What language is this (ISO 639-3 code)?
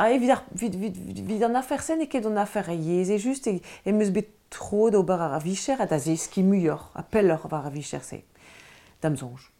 bre